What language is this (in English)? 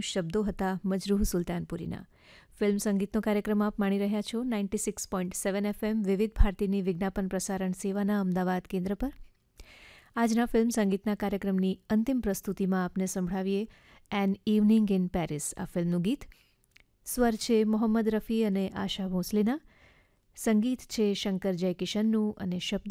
Gujarati